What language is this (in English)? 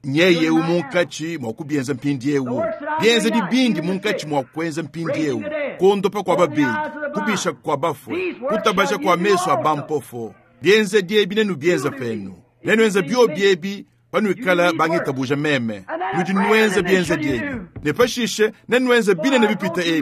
Luba-Lulua